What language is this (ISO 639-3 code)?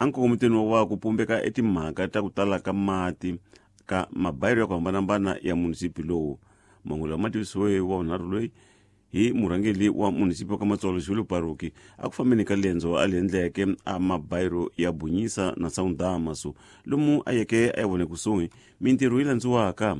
tso